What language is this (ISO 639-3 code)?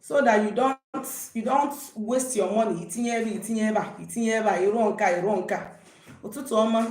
ibo